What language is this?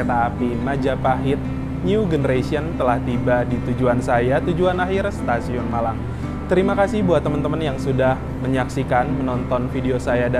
Indonesian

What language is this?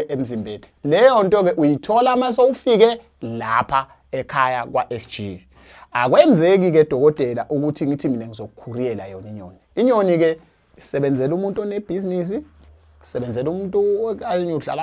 Zulu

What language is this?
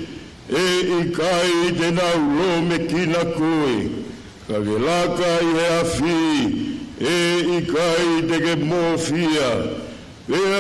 Tongan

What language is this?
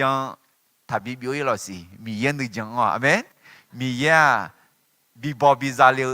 Akha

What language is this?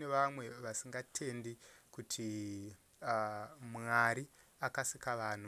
Shona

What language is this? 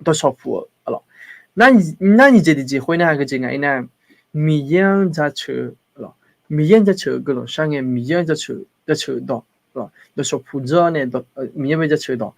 Akha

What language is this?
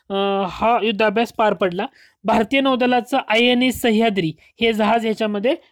Marathi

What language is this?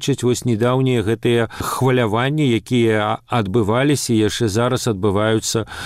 Belarusian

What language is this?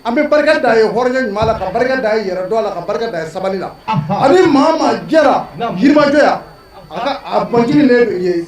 Bambara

